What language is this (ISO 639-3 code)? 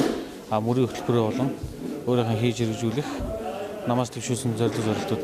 mon